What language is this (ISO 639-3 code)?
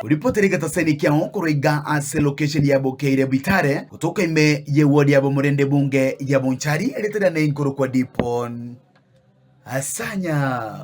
guz